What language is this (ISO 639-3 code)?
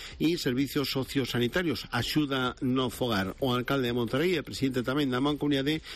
glg